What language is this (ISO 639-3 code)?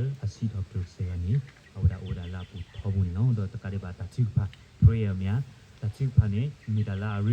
ksw